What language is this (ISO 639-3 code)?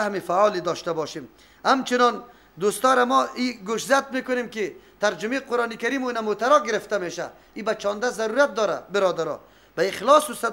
fas